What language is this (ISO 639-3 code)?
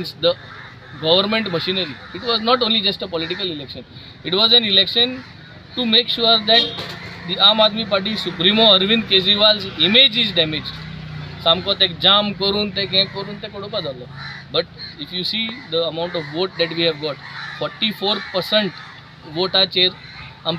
kok